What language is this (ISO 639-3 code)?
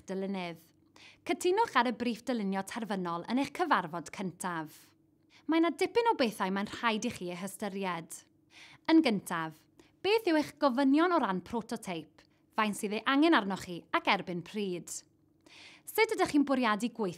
cym